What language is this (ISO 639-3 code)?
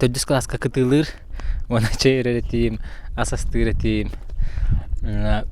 sah